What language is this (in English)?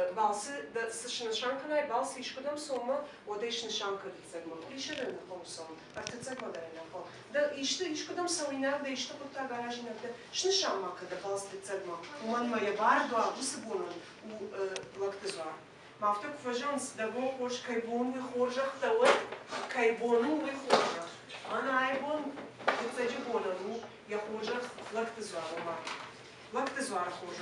Ossetic